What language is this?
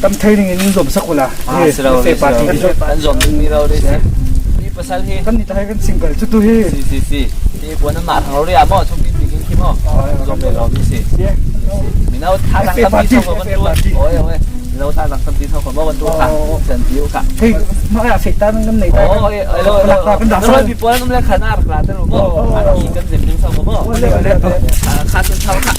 Falam Chin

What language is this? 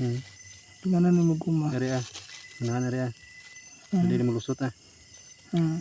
Cebuano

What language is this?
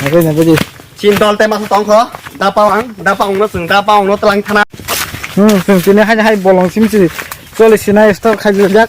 Kok Borok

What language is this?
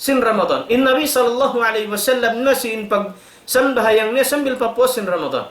Tausug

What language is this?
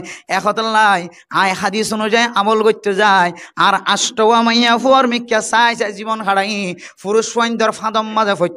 Rohingya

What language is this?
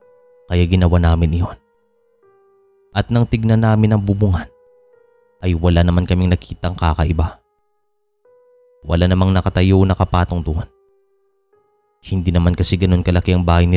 Filipino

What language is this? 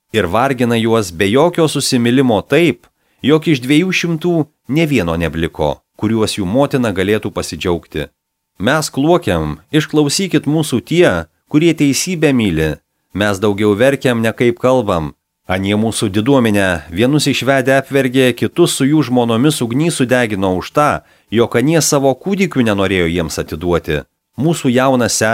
Lithuanian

